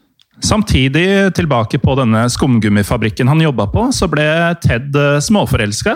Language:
Norwegian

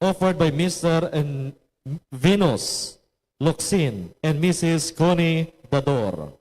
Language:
Hiligaynon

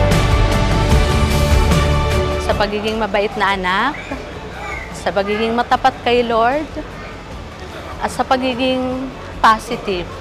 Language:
Filipino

